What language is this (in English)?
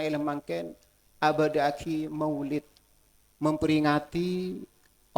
Madurese